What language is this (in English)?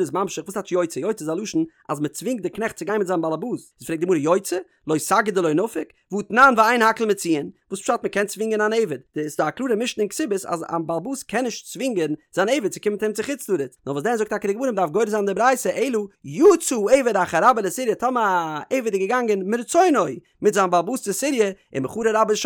Yiddish